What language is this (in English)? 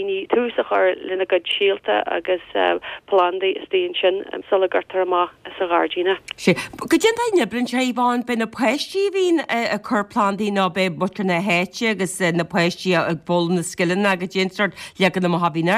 Irish